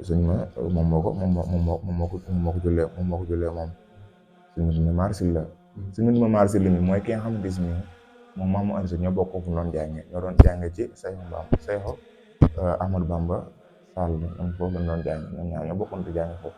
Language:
Wolof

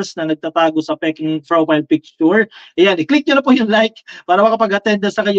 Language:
Filipino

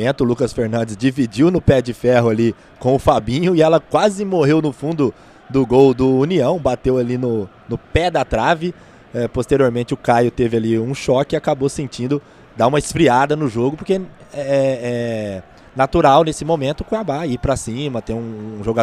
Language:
Portuguese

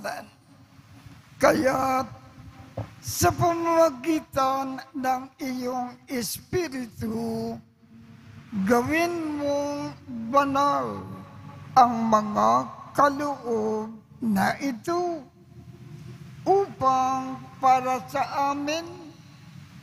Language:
Filipino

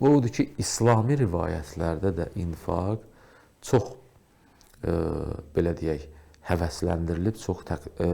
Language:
Azerbaijani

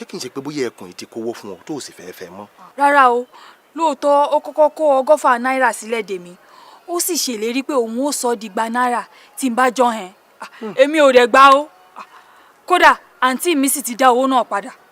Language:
Yoruba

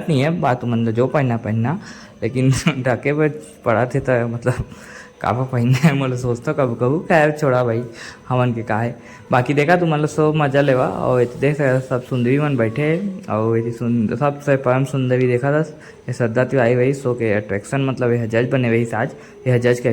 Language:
Chhattisgarhi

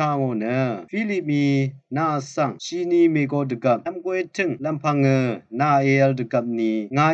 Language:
Rawang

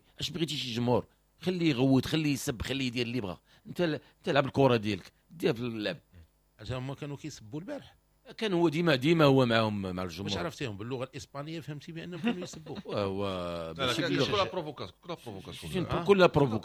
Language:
Moroccan Arabic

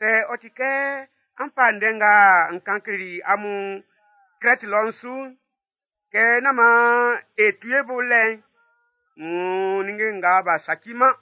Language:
Baoulé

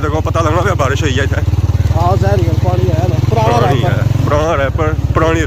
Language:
Pahari-Potwari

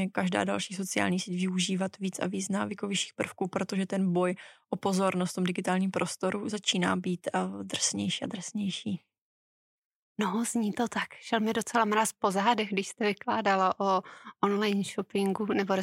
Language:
Czech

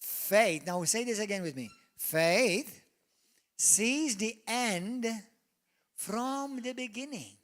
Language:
English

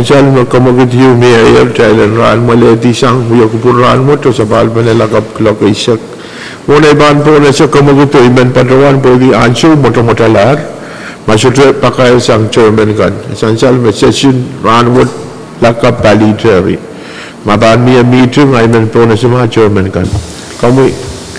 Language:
Pohnpeian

